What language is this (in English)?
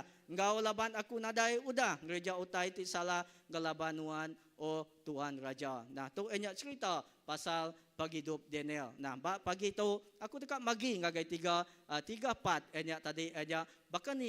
Iban